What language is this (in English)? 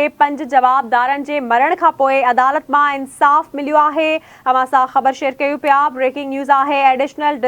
Sindhi